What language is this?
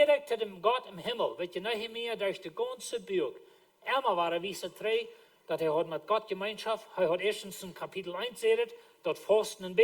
Plautdietsch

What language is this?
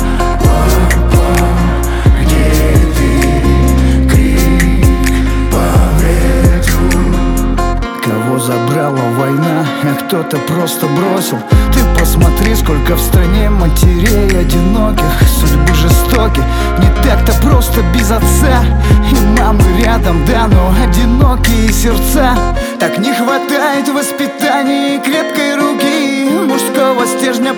Russian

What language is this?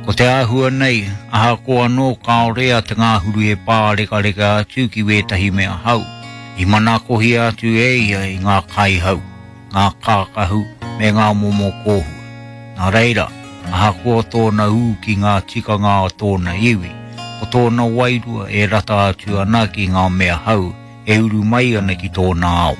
Māori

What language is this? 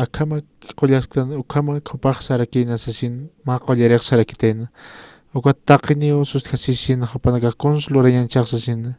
Aymara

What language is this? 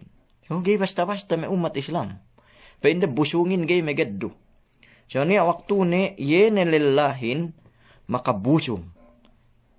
Yakan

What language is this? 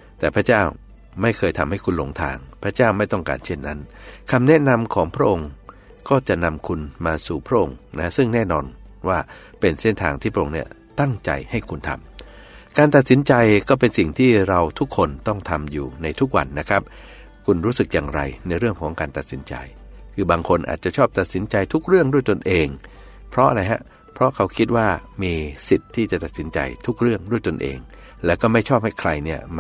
Thai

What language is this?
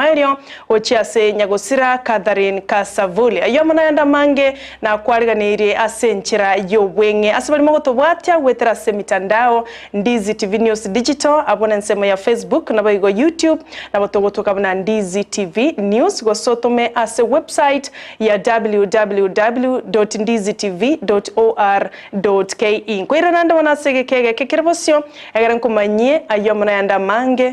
Gusii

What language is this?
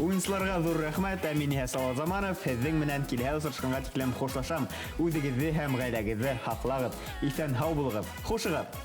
Bashkir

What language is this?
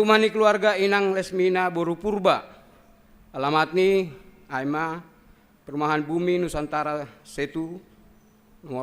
Batak Simalungun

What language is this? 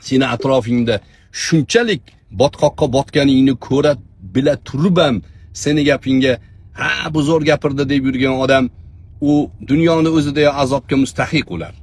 Uzbek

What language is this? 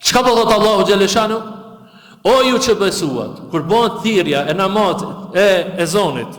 Albanian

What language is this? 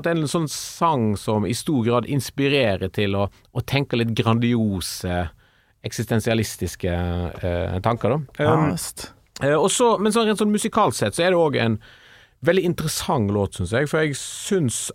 Norwegian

